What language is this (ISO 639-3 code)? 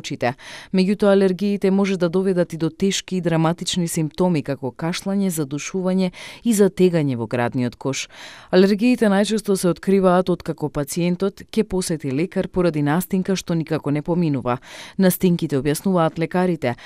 mkd